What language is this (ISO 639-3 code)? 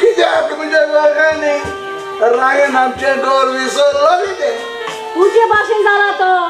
kok